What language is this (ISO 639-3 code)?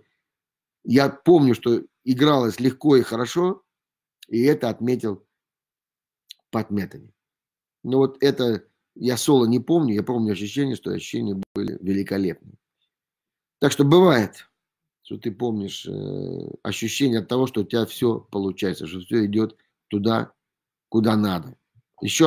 rus